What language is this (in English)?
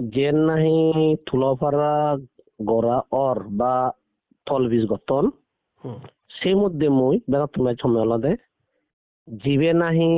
Chakma